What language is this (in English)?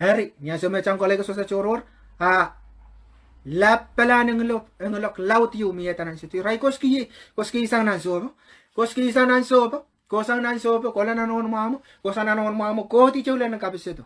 Pohnpeian